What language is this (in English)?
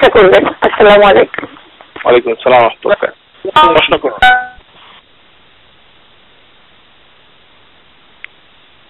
Bangla